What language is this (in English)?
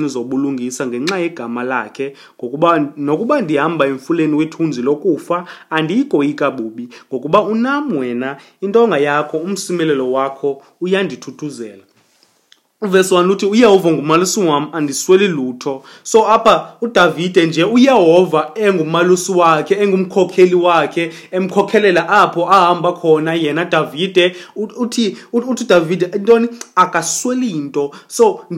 Xhosa